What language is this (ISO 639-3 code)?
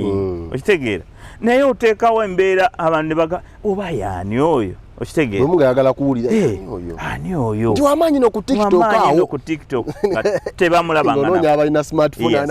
lug